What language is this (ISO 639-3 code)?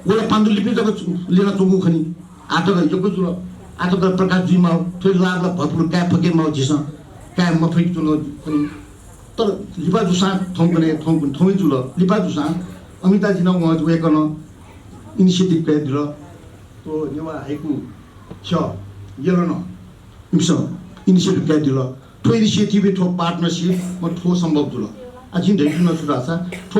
new